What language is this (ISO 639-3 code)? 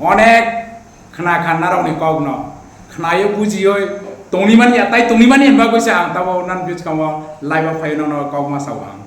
ria